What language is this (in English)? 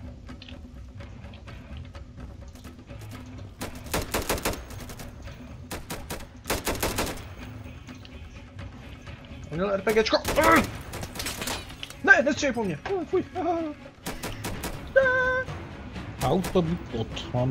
Czech